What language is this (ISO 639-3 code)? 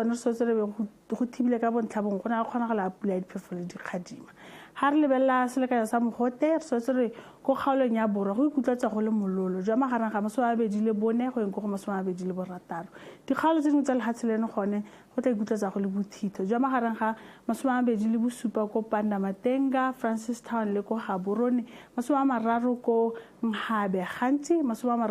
tsn